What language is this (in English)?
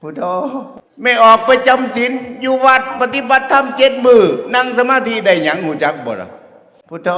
Northeastern Thai